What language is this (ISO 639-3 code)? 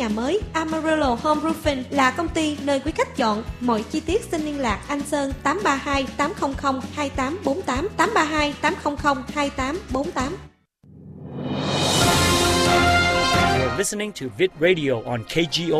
vie